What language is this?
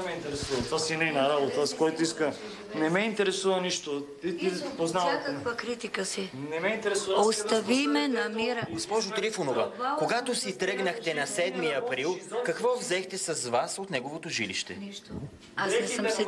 Bulgarian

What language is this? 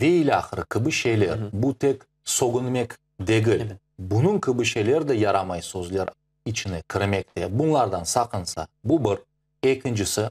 Crimean Tatar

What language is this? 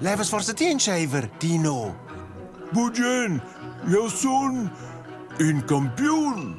Romansh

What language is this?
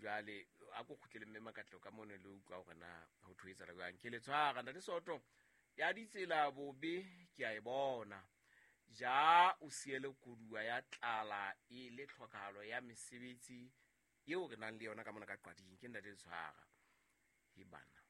Southern Sotho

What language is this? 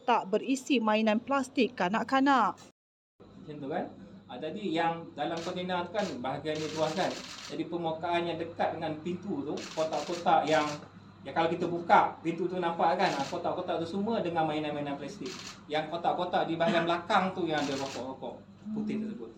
Malay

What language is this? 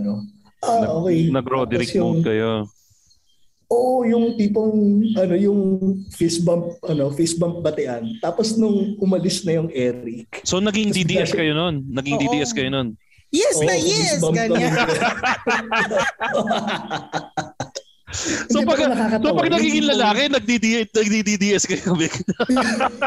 Filipino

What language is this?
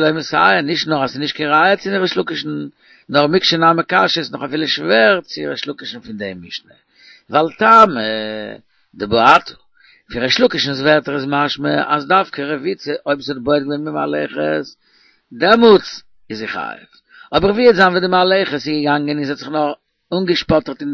Yiddish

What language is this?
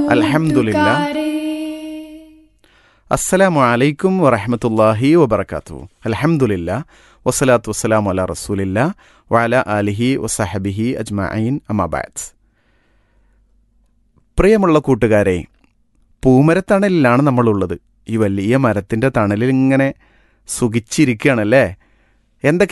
Malayalam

